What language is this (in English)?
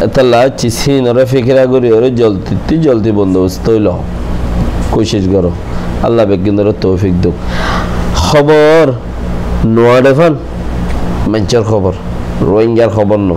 Rohingya